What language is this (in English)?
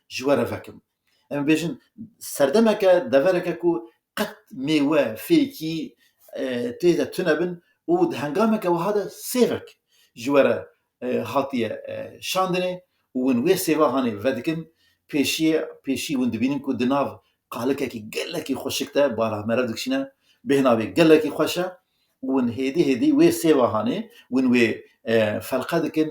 Kurdish